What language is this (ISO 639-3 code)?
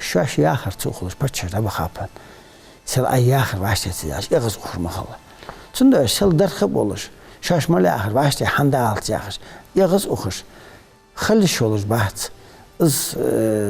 inh